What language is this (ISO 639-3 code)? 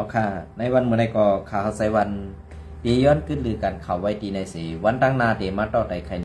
shn